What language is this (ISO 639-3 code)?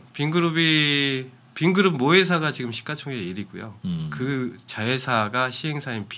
kor